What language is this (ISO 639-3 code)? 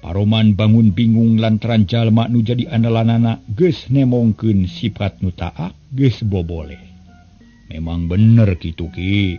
sun